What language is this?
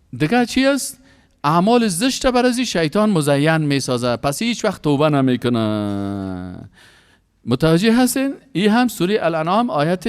Persian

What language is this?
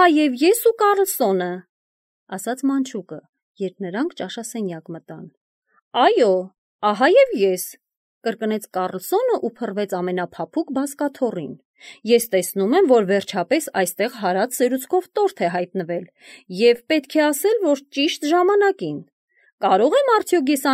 Armenian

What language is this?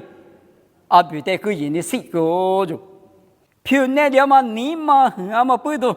Lisu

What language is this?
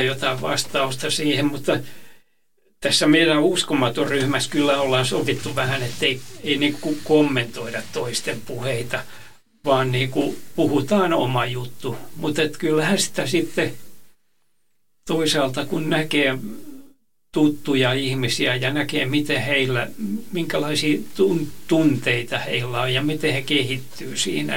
Finnish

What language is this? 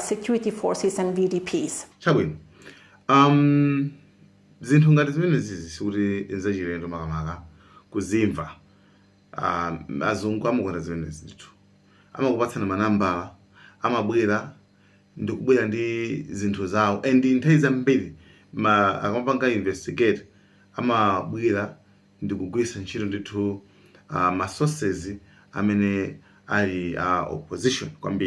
Nyanja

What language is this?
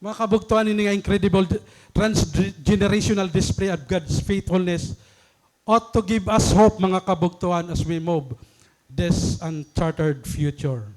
Waray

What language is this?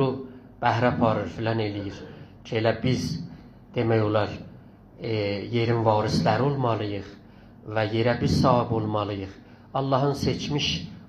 South Azerbaijani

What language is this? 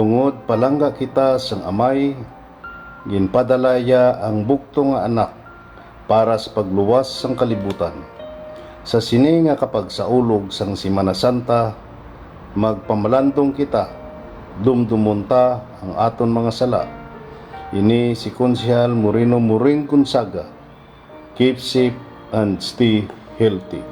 Hiligaynon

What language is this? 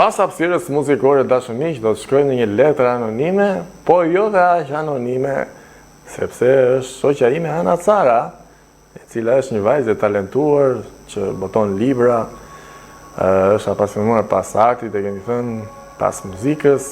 Albanian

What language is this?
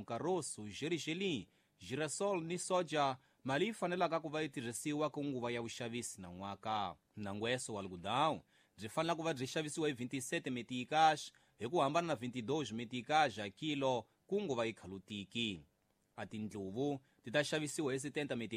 Tsonga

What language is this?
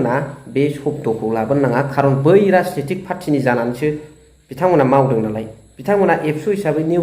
Bodo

